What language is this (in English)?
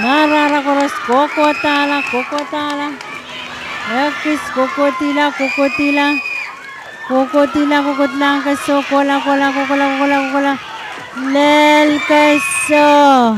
Pohnpeian